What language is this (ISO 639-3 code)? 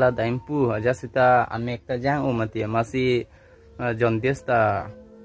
mjw